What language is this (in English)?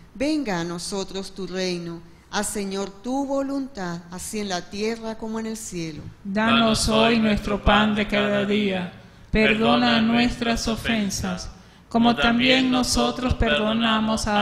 Spanish